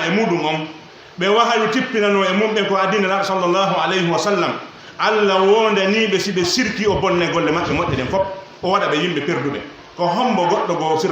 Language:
Pular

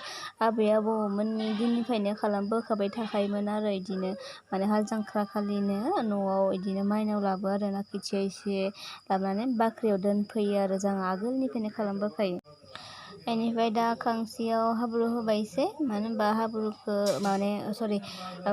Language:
Bodo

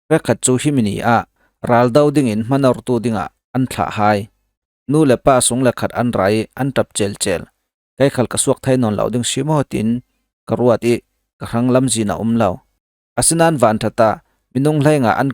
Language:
Falam Chin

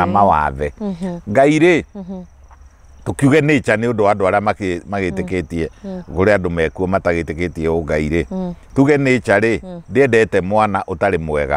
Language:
Kikuyu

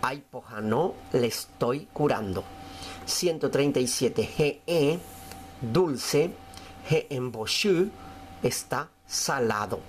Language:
Guarani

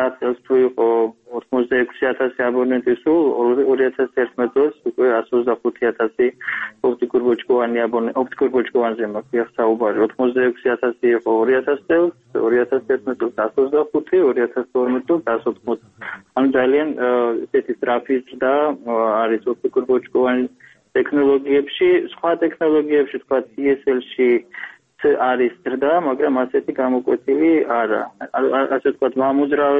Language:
Georgian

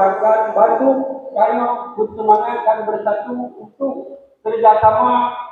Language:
Achinese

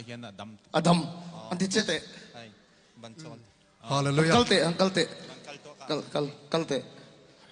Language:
Hakha Chin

